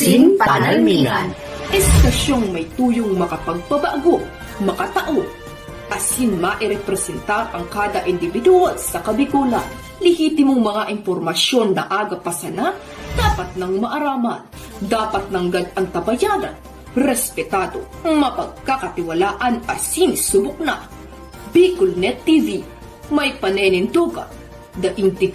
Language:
Bikol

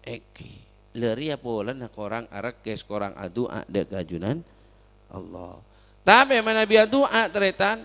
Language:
Madurese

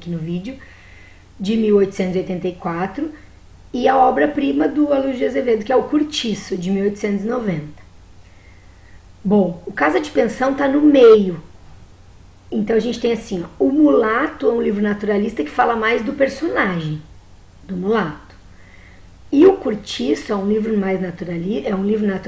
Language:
Portuguese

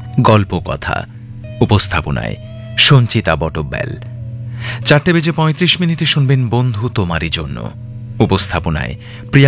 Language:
Bangla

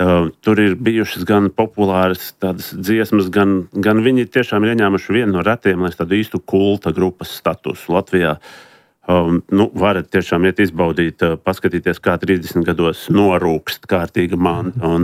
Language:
Latvian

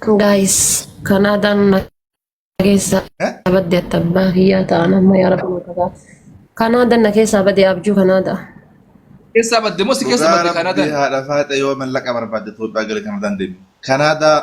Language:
Oromo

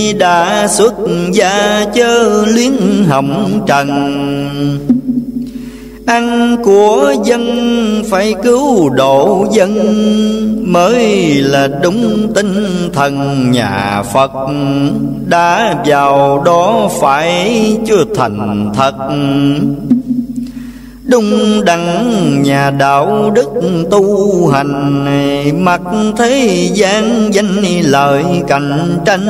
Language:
Vietnamese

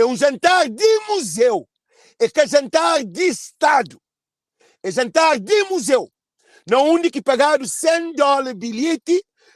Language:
Kabuverdianu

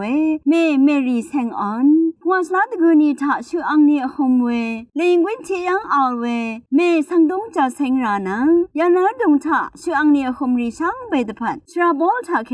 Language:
Rawang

